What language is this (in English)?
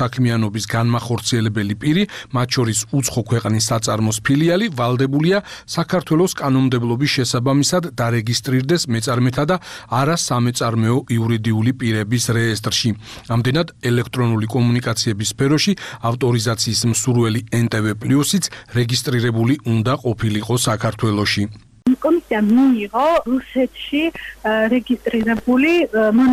Georgian